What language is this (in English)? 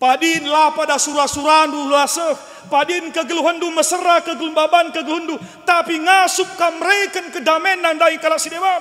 Batak Karo